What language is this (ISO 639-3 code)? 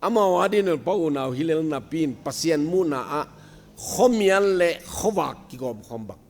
ctd